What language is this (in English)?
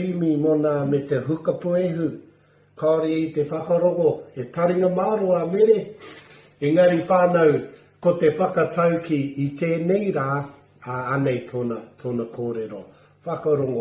Māori